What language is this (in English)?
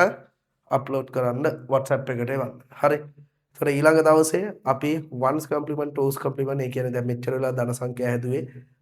Sinhala